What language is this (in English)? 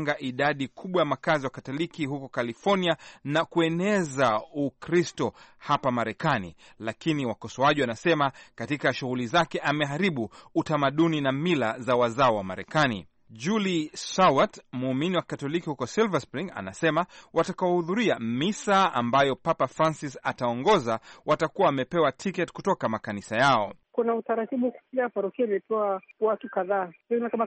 Swahili